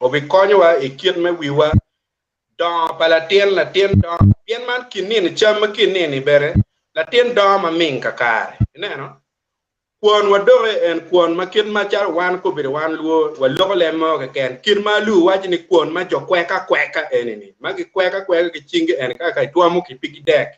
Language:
Acoli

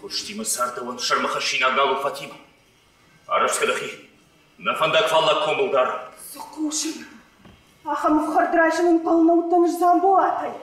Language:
Ossetic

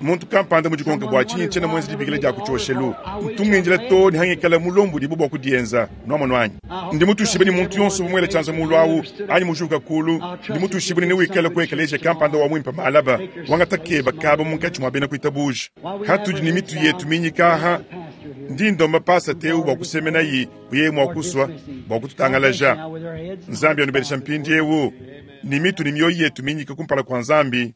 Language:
Luba-Lulua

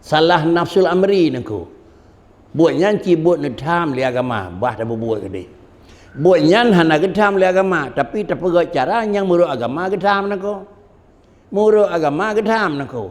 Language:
Achinese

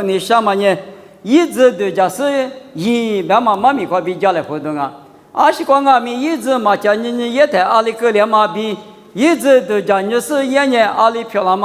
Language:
Lisu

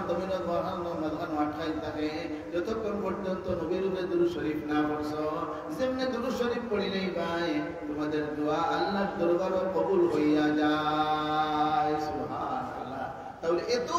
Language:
Sylheti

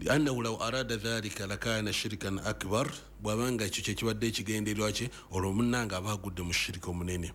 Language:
Ganda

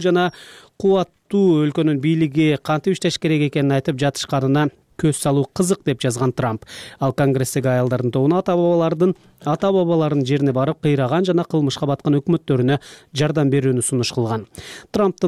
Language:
Kyrgyz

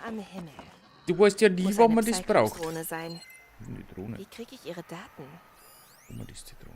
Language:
Bavarian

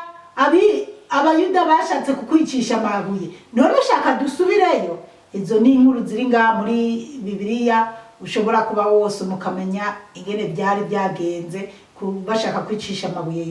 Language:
Rundi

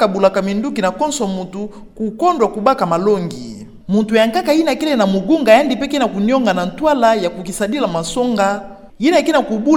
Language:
Kituba (Democratic Republic of Congo)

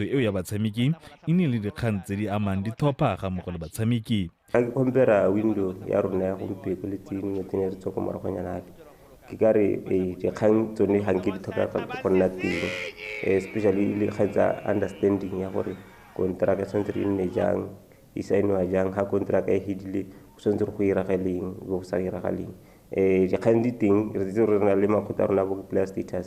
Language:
Tswana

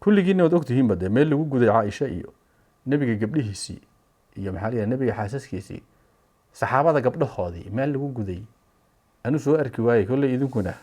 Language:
Somali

